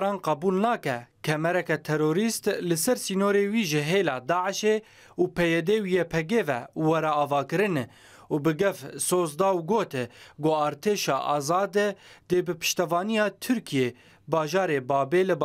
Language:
Kurdish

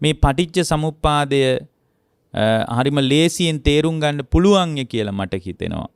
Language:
Sinhala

